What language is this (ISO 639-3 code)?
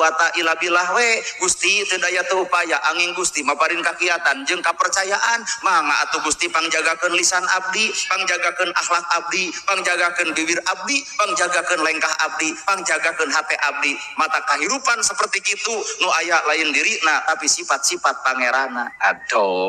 sun